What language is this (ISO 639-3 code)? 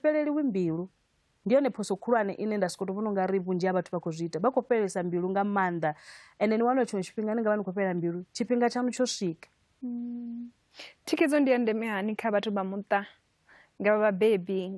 ven